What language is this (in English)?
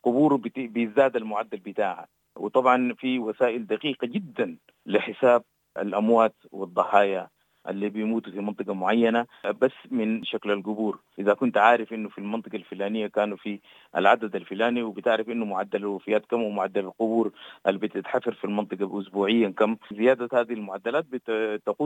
Sudanese Arabic